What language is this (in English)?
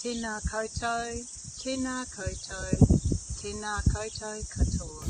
Māori